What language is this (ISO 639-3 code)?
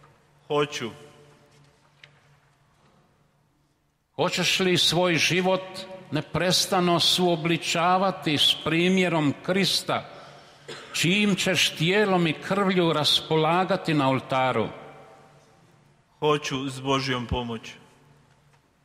hrv